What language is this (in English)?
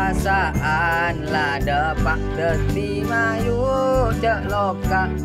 Madurese